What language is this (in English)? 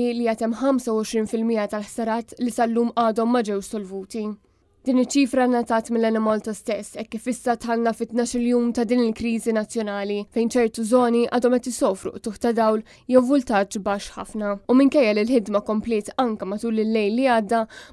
Maltese